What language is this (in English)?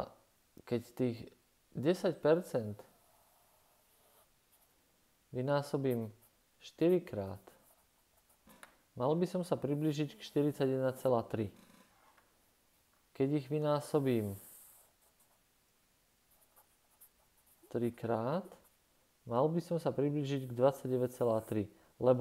Slovak